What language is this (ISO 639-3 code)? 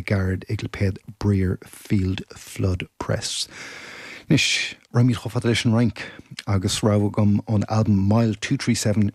gle